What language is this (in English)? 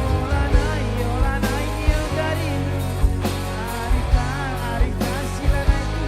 Batak Karo